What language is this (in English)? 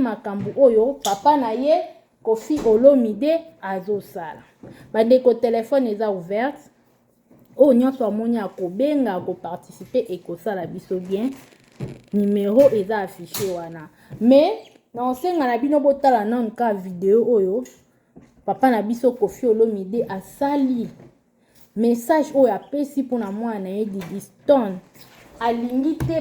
Lingala